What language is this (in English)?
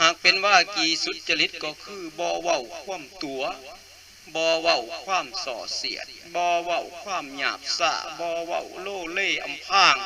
Lao